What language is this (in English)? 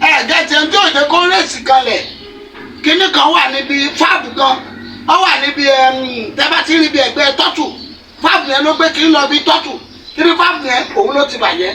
Yoruba